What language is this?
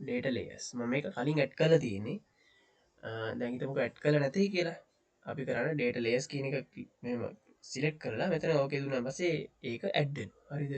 Sinhala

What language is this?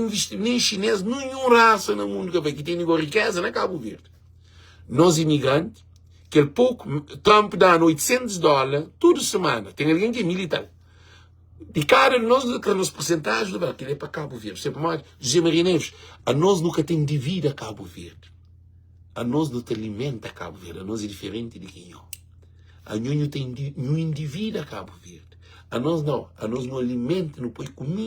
Kabuverdianu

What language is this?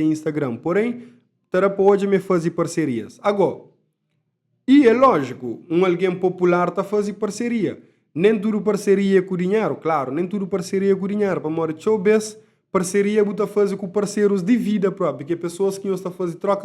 Kabuverdianu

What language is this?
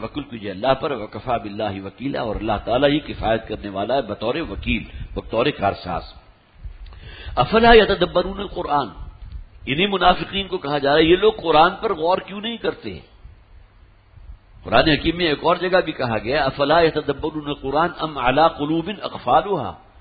Urdu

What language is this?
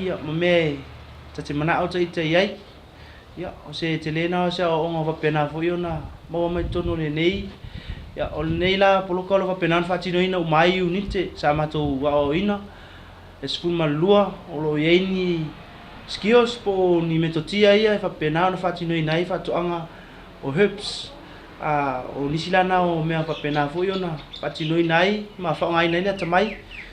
Samoan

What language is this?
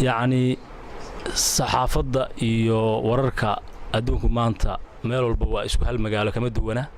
Somali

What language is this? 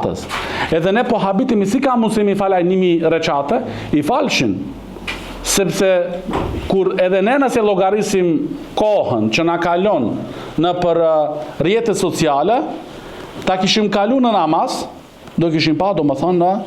Albanian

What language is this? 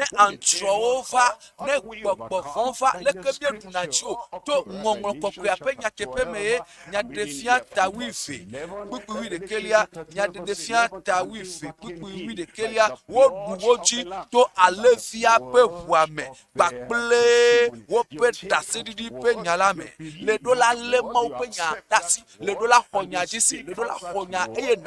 Ewe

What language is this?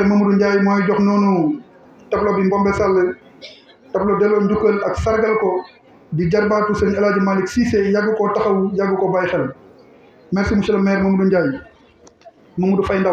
Wolof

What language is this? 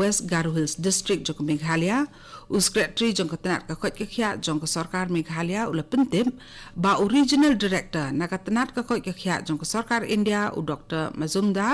Khasi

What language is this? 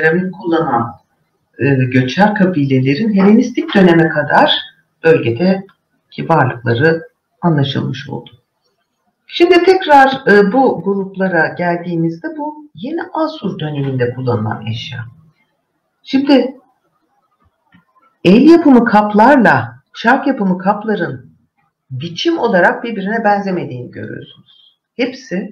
Turkish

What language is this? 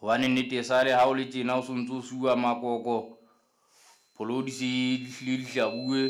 Southern Sotho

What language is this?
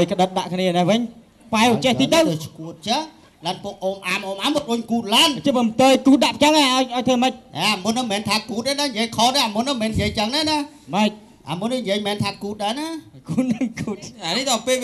Khmer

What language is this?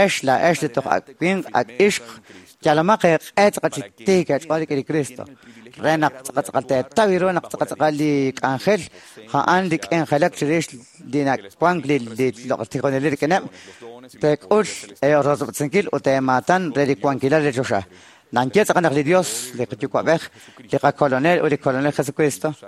Kekchí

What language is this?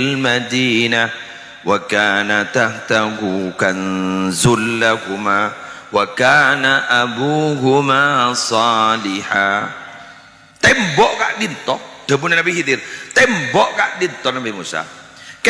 Madurese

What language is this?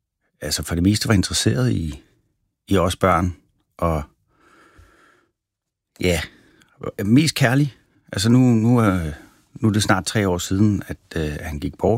Danish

